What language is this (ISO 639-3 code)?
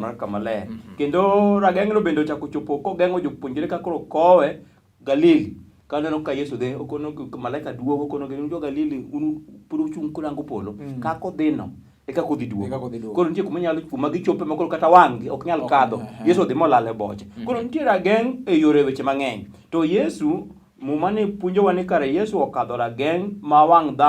luo